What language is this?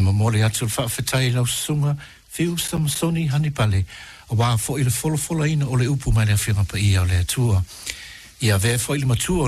Samoan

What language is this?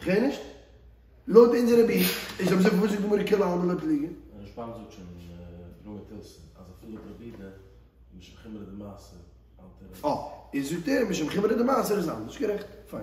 Yiddish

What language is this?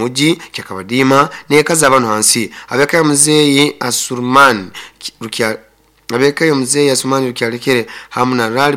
Nyoro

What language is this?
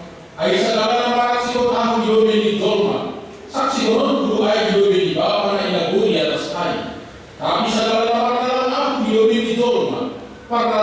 Batak Simalungun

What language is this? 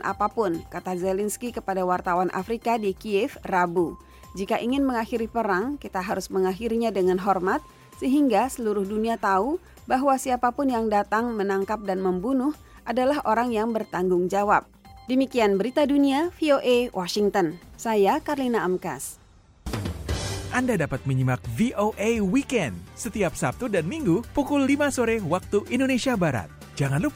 Indonesian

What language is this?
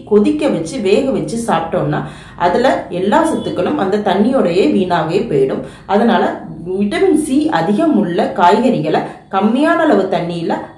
Tamil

